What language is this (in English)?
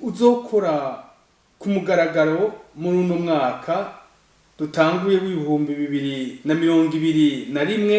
Rundi